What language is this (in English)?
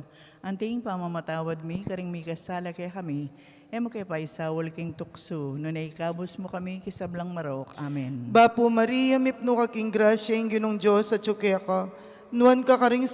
Pampanga